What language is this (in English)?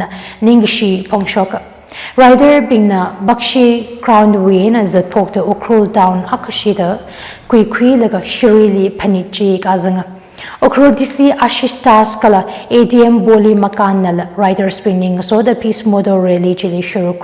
Tangkhul Naga (India)